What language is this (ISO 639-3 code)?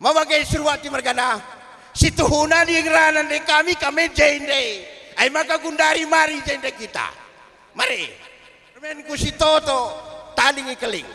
btx